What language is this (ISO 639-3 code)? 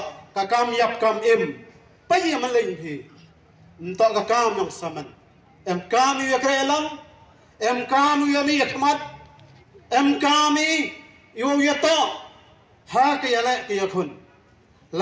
kha